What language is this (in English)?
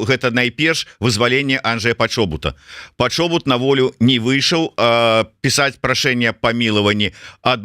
Belarusian